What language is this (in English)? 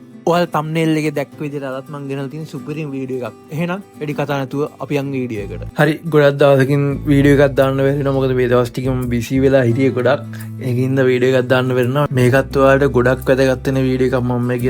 Sinhala